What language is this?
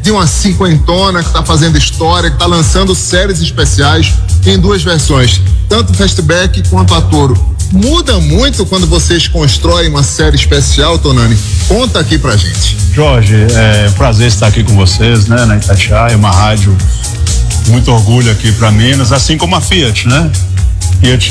Portuguese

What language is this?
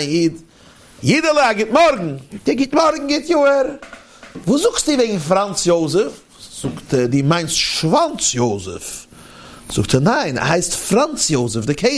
Yiddish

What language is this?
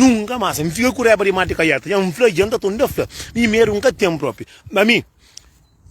Kabuverdianu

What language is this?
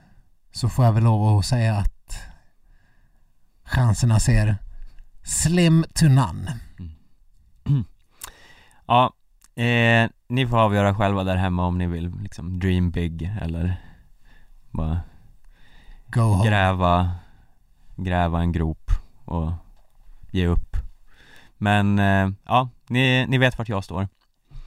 Swedish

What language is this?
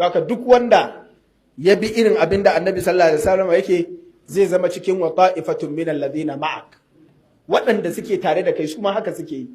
Hausa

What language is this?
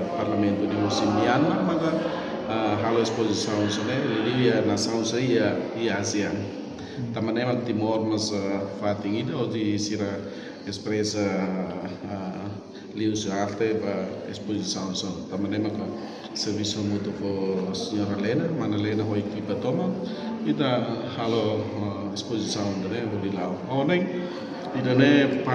Tetum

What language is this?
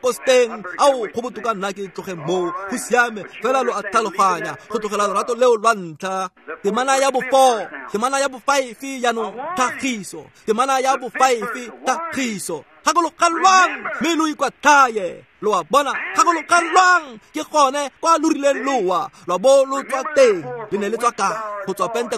Tswana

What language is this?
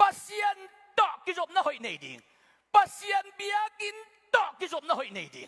Tedim Chin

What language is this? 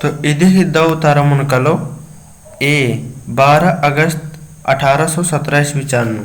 Kurukh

